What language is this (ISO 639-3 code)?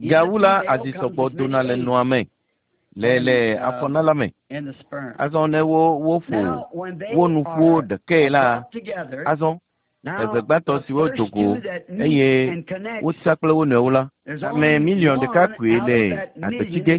ewe